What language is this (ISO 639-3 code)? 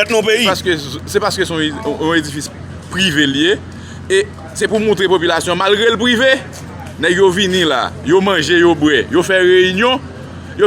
hat